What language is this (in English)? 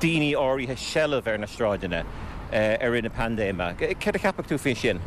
Irish